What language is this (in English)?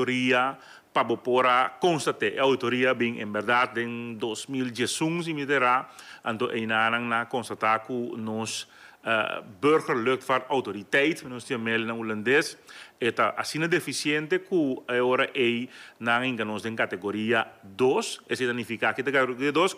Papiamento